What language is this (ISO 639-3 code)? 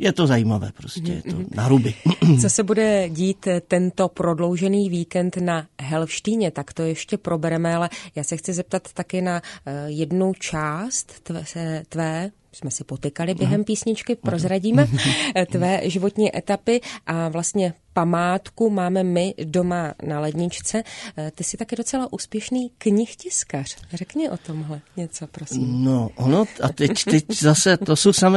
ces